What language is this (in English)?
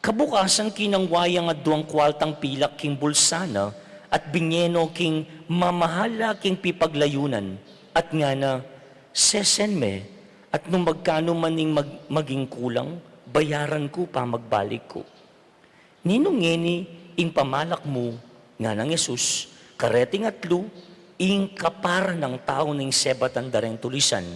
Pampanga